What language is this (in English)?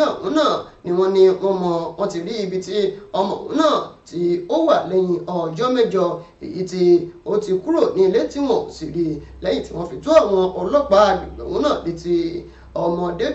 Yoruba